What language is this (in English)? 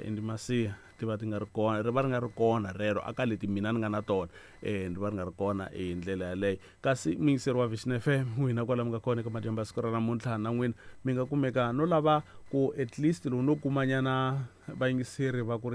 Tsonga